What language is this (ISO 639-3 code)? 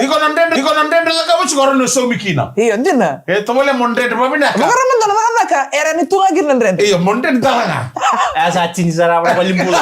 fij